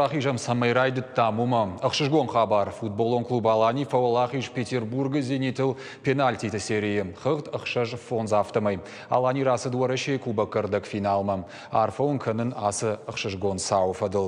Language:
Ossetic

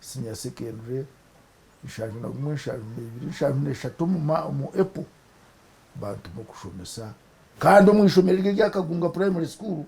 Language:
Nyankole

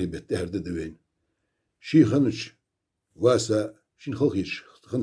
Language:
Ingush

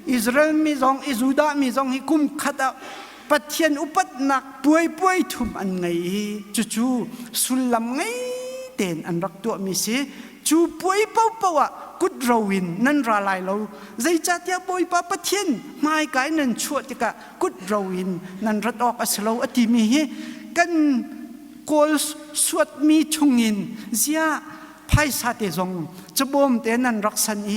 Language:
Hakha Chin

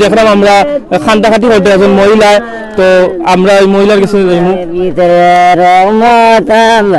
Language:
Sylheti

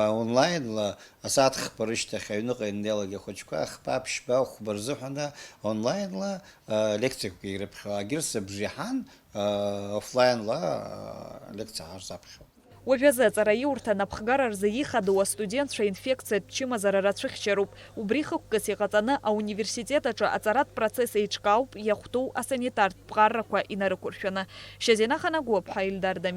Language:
Abkhazian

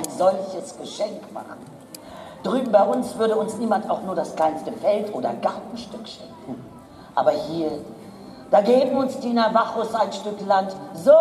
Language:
German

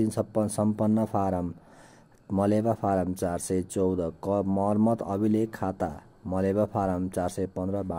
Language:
Nepali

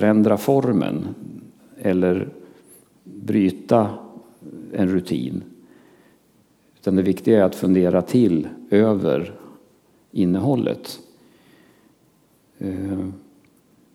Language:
Swedish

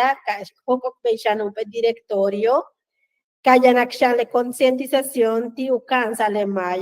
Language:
Yucateco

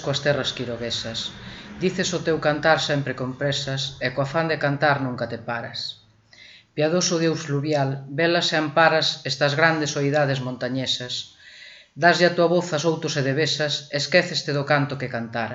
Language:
Galician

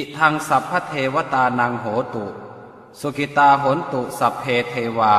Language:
Pali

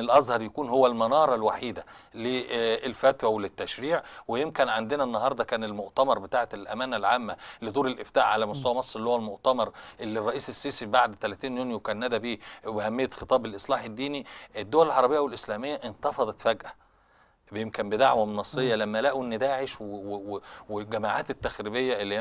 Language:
Egyptian Arabic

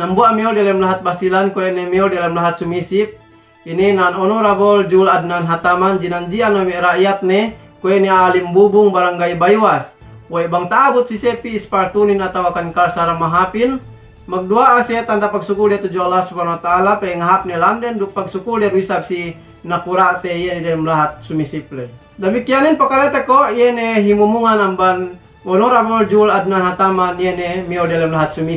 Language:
Yakan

